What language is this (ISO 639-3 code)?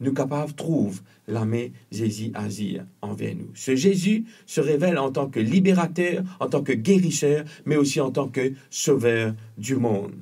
mfe